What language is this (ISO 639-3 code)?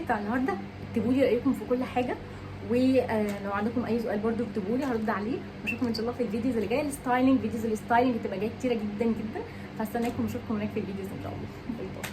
arz